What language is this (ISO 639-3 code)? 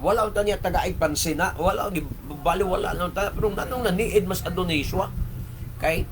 ceb